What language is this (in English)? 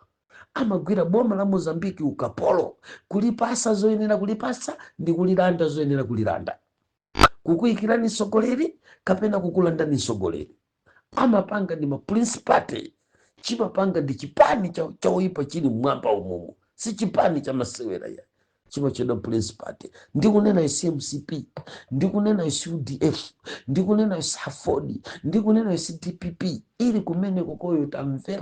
Nyanja